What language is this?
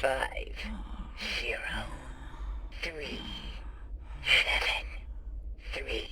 Bavarian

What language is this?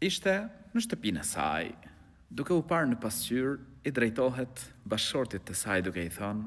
Albanian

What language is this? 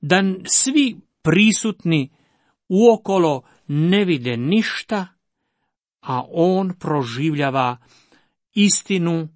Croatian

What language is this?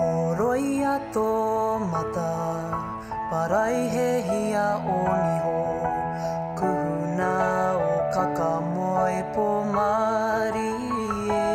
Māori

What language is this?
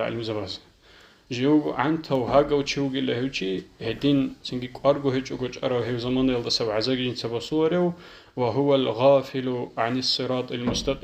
Avaric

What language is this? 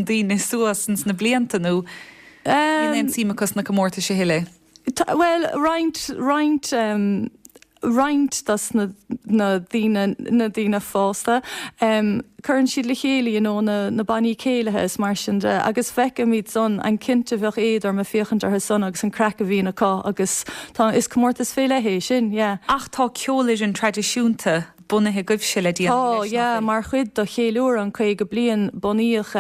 Irish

